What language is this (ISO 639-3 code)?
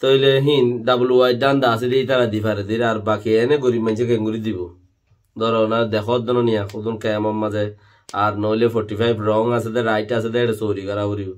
rhg